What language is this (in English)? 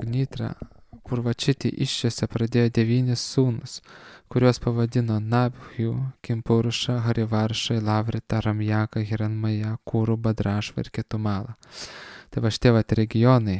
Lithuanian